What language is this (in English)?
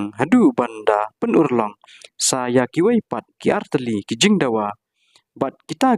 Khasi